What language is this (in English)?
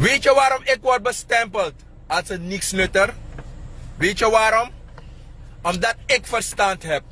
Sranan Tongo